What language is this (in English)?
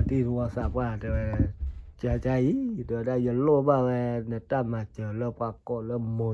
S'gaw Karen